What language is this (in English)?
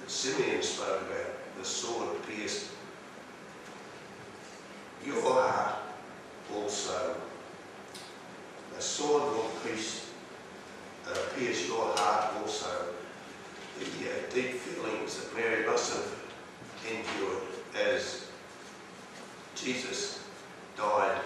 English